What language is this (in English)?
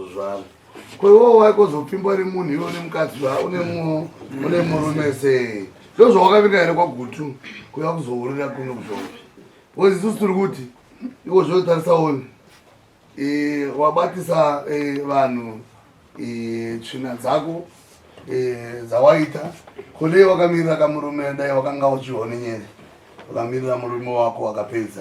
Shona